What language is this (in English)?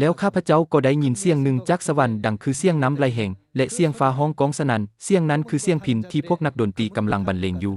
Lao